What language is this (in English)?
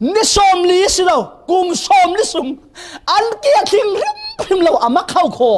Falam Chin